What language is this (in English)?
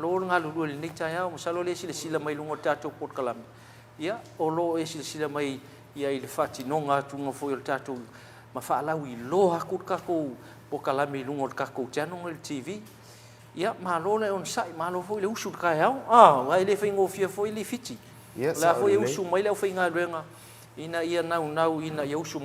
Samoan